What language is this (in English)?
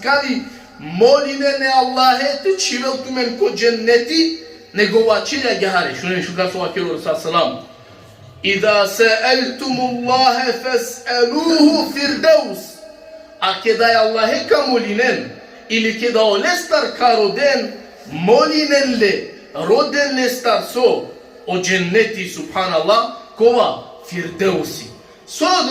Balkan Romani